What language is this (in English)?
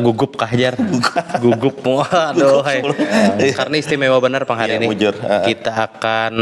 Banjar